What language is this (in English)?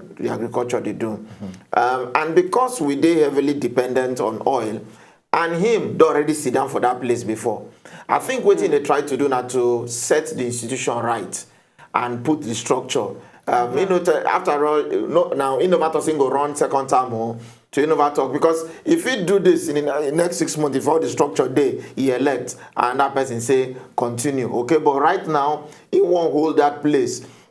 Nigerian Pidgin